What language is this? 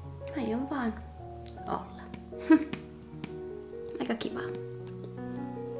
Finnish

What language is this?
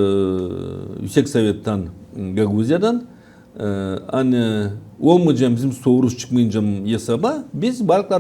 Gagauz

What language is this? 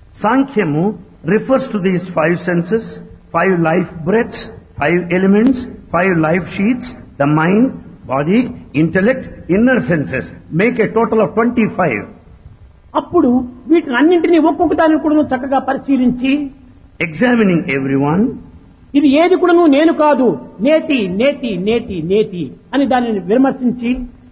Telugu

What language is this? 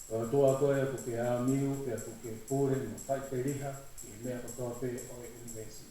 Tongan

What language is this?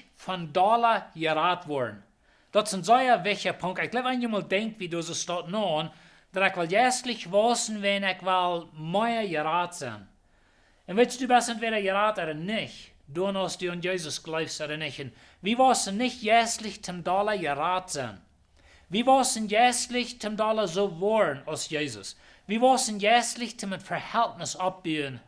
Plautdietsch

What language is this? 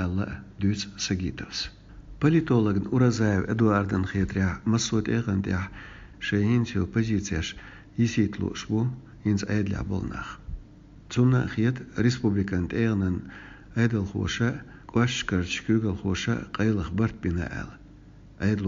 Chechen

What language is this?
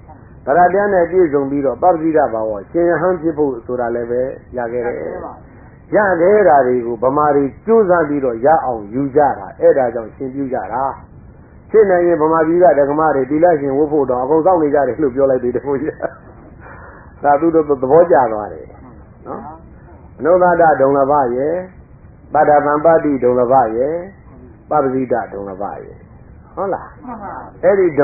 Burmese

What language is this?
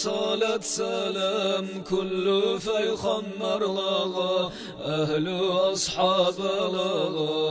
Kumyk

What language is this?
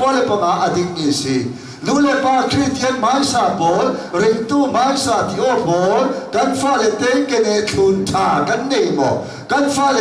Hakha Chin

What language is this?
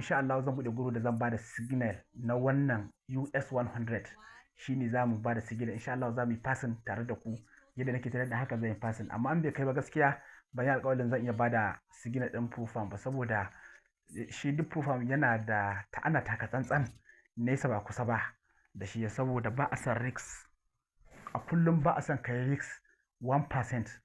Hausa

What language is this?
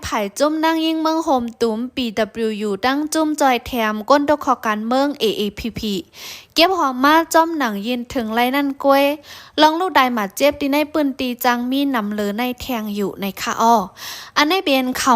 Shan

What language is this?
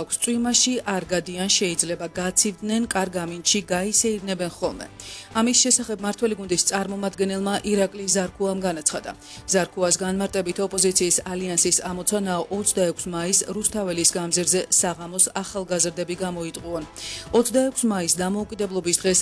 Georgian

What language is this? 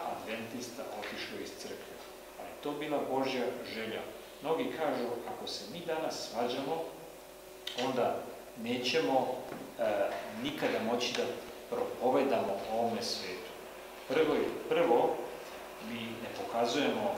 Serbian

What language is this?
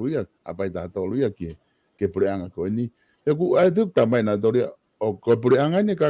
Tongan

